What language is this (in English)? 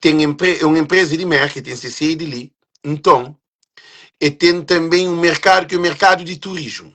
Kabuverdianu